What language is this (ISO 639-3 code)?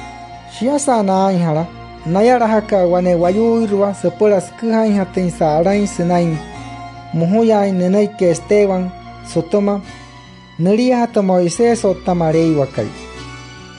guc